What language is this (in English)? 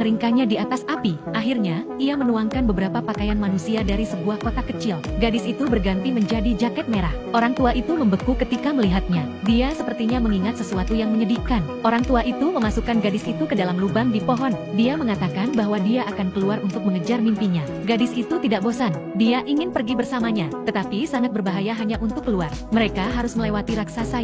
Indonesian